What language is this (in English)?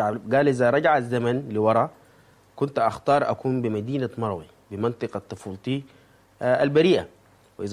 Sudanese Arabic